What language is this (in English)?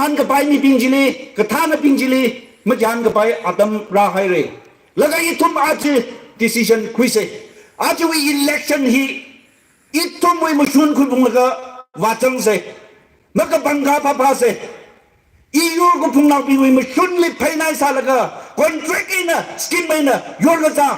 Tangkhul Naga (India)